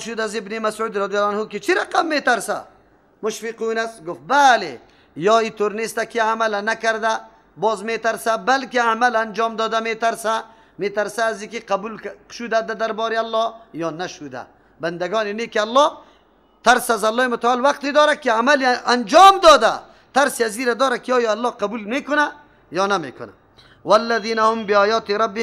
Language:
Persian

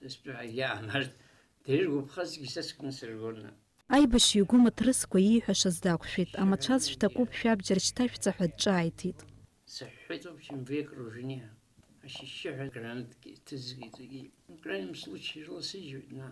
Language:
Abkhazian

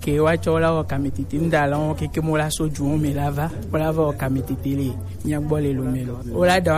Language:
Gen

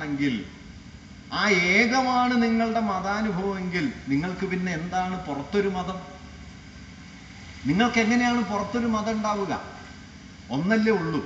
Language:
Malayalam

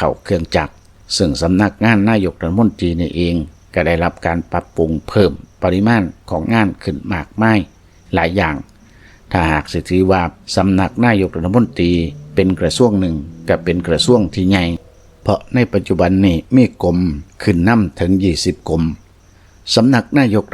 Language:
Lao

